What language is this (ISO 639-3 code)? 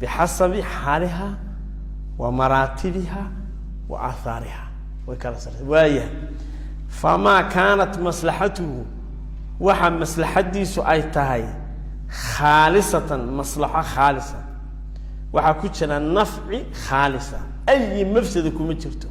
som